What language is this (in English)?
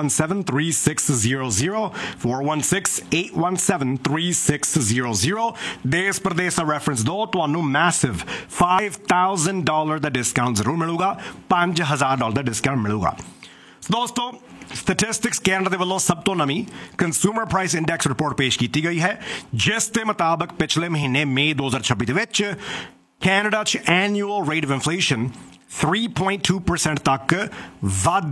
Punjabi